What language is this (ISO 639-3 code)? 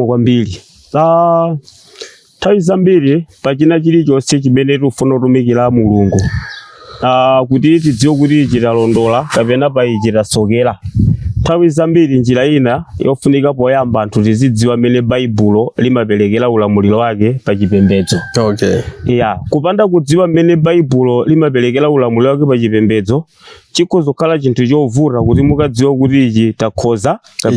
nya